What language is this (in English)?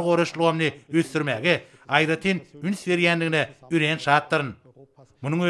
Turkmen